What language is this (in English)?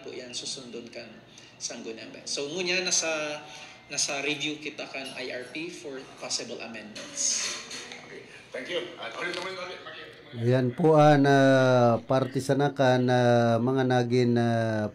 Bikol